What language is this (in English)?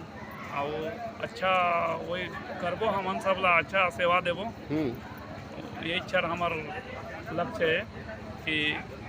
Chhattisgarhi